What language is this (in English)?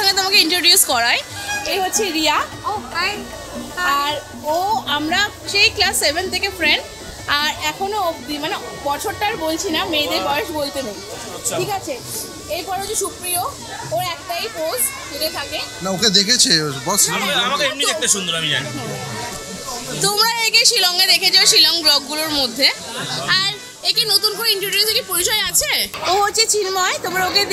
Bangla